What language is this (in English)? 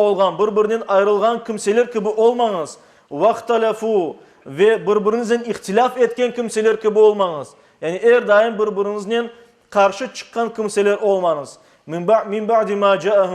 Crimean Tatar